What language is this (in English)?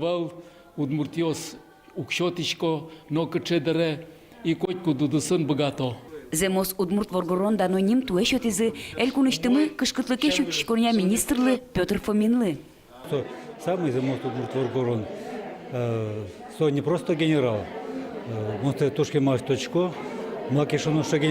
Udmurt